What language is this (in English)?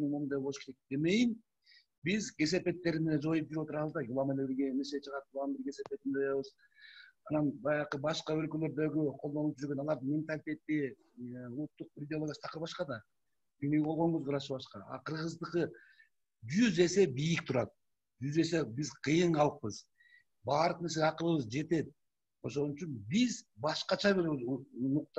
Kyrgyz